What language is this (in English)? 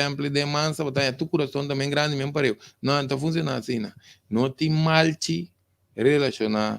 Papiamento